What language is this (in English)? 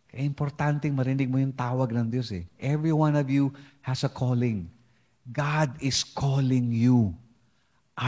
Filipino